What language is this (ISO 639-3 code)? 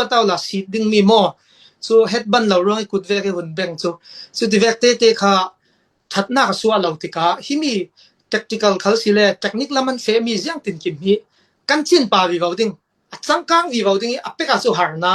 cfm